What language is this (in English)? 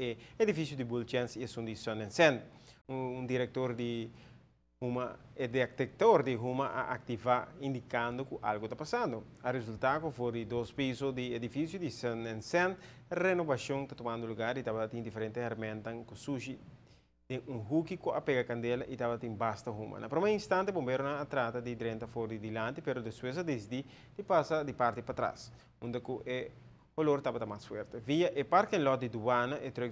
Papiamento